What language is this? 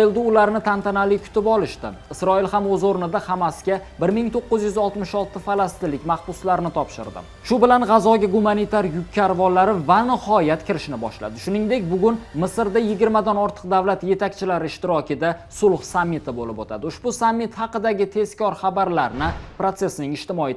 Uzbek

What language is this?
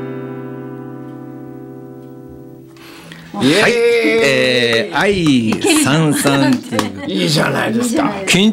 Japanese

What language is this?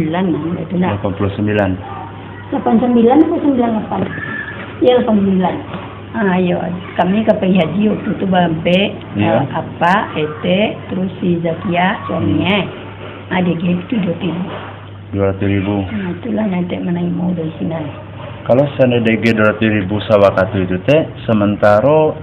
Minangkabau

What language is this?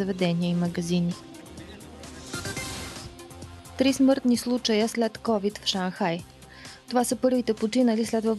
Bulgarian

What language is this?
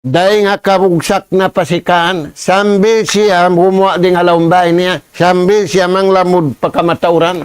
Tausug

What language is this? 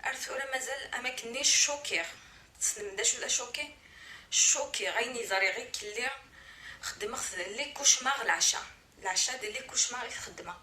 Kabyle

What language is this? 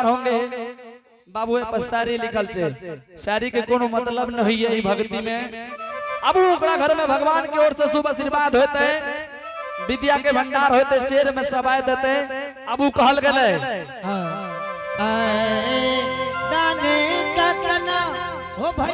Angika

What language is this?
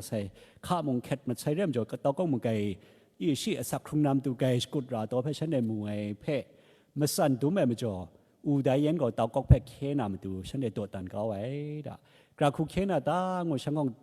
Kachin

